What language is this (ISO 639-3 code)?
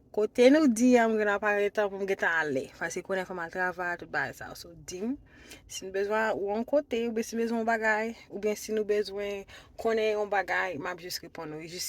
hat